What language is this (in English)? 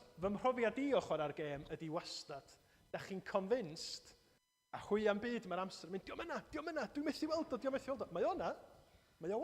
Welsh